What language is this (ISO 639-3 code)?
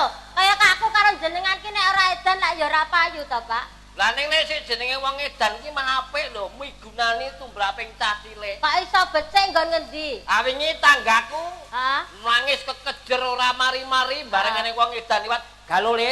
jav